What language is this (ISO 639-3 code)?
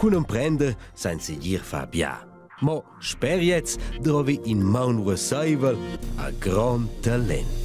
roh